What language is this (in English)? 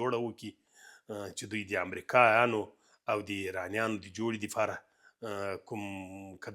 Pashto